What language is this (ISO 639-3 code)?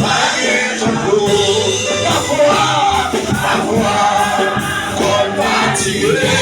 hat